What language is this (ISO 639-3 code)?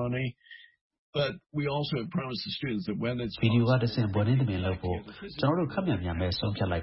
mya